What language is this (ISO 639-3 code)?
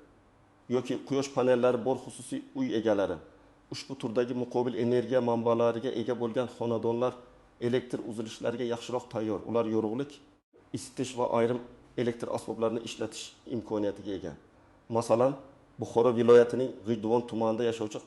uzb